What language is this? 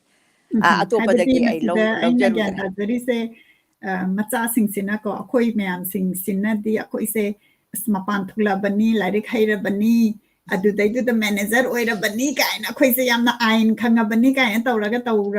Manipuri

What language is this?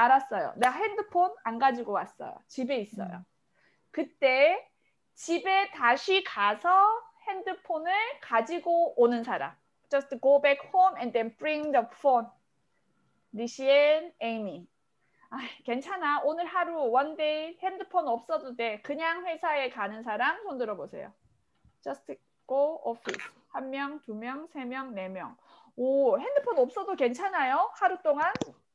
Korean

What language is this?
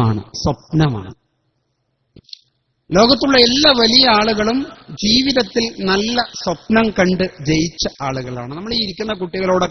Malayalam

